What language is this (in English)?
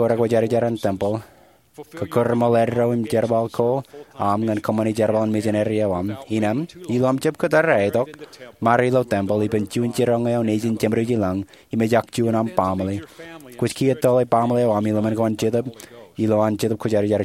Marshallese